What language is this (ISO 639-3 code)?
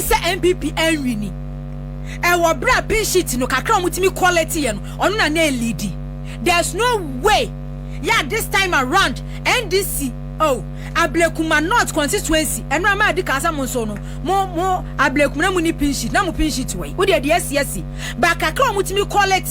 aka